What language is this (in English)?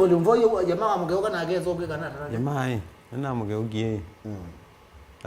Kamba